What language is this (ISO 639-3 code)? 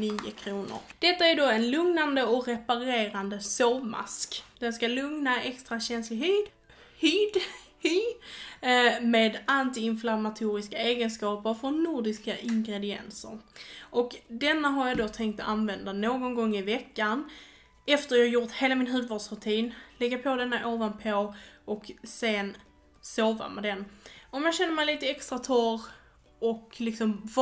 swe